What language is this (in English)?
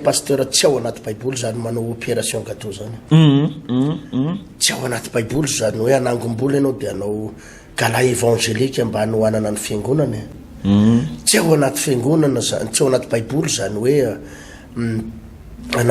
Malagasy